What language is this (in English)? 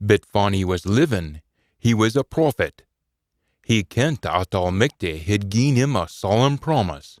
Scots